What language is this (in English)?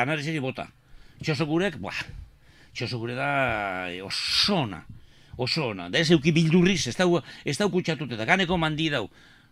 Basque